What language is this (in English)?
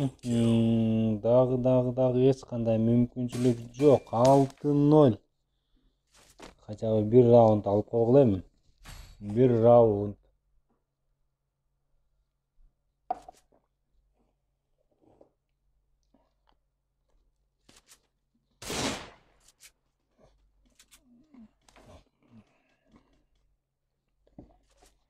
Kyrgyz